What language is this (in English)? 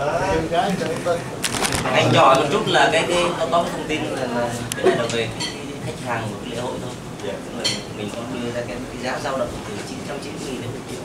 Vietnamese